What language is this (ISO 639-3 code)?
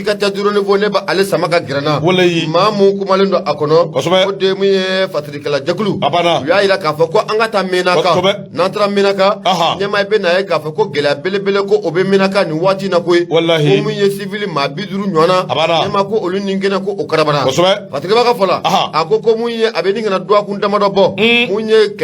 bam